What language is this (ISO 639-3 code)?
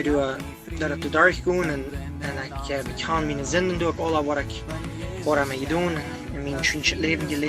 pdt